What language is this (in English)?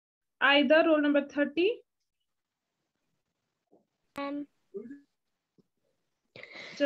Urdu